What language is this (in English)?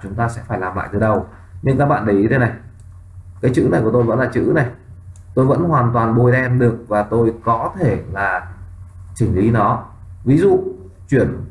Vietnamese